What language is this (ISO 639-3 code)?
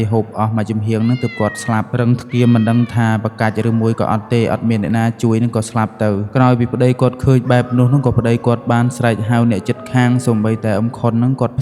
khm